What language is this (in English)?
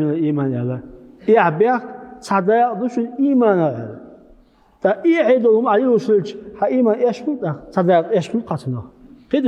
Chechen